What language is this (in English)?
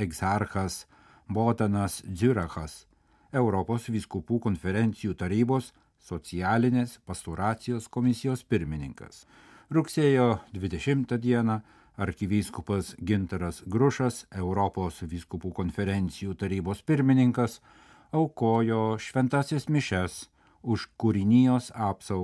Lithuanian